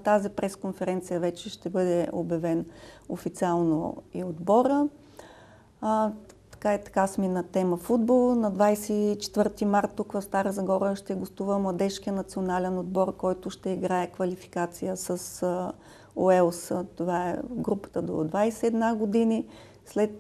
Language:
Bulgarian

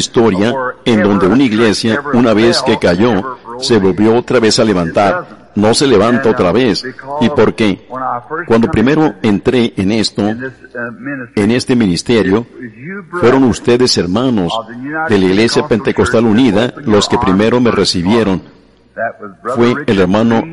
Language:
Spanish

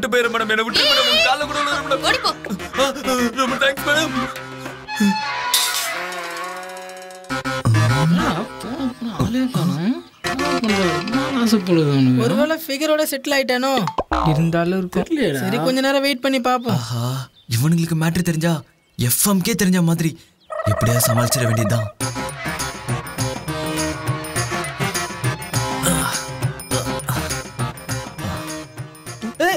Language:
Tamil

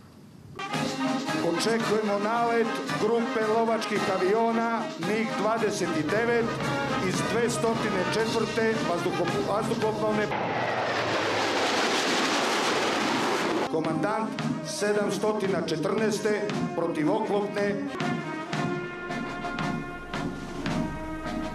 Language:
Serbian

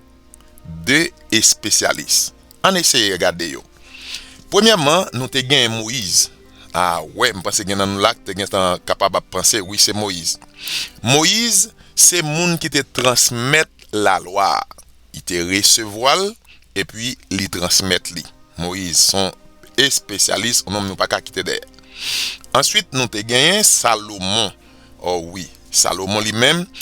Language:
Haitian Creole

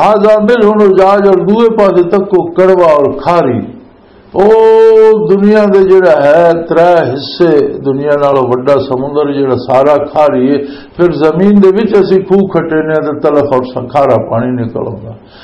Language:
Western Panjabi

